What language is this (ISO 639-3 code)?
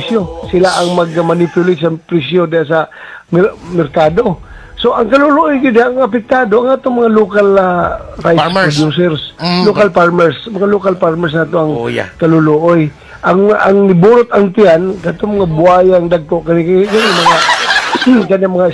ceb